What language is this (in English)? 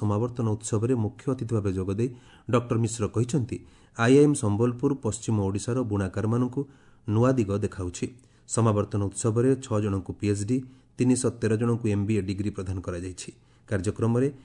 Odia